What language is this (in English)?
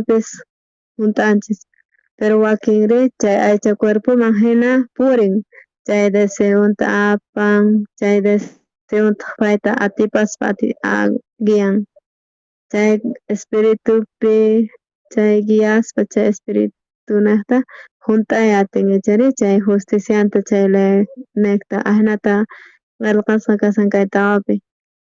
South Bolivian Quechua